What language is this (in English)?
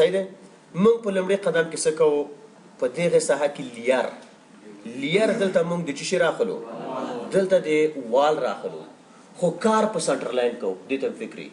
Pashto